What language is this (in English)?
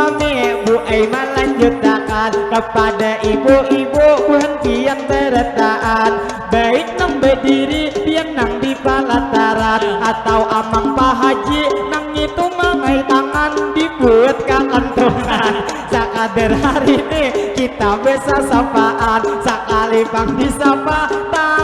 Banjar